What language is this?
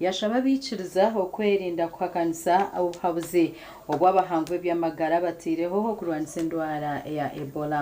Nyankole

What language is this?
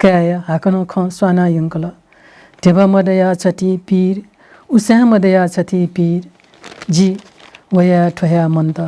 Newari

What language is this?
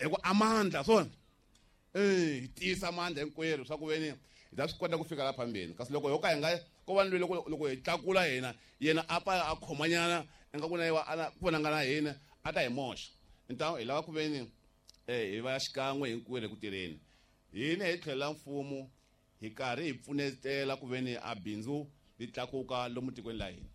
Tsonga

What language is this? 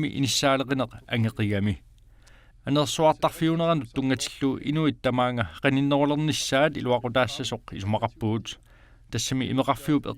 Kalaallisut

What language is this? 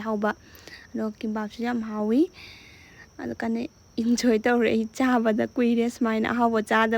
Manipuri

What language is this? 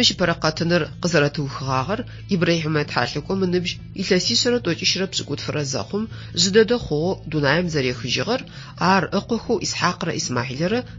Adyghe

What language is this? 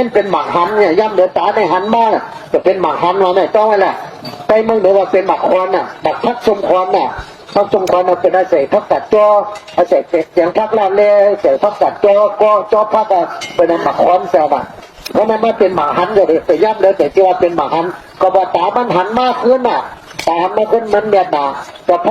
Shan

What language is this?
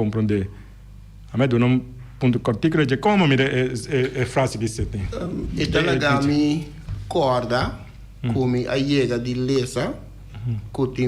Papiamento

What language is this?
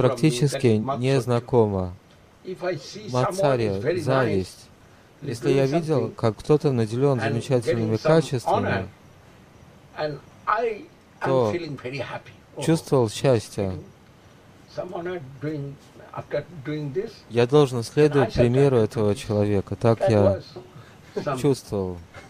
Russian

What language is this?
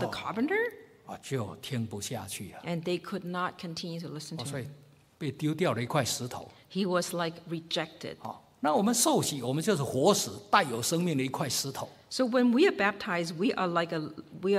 Chinese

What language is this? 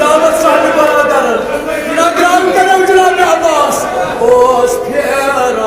Kashmiri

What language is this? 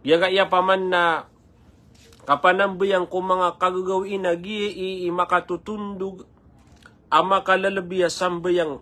Maranao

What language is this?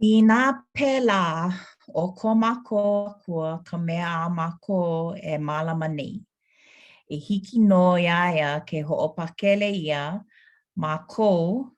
Hawaiian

